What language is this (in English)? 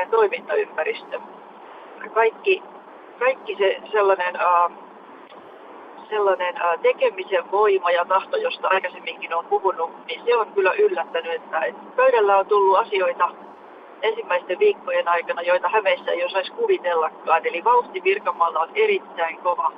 Finnish